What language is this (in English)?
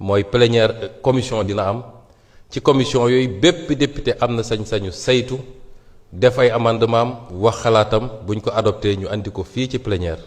Wolof